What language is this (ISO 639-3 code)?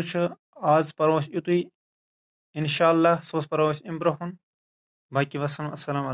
kas